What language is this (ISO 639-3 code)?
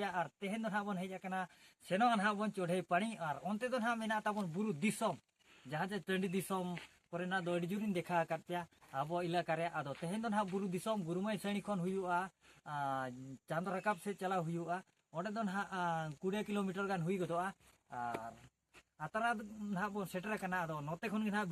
sat